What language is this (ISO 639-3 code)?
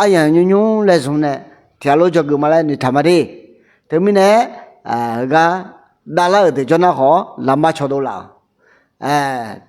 ahk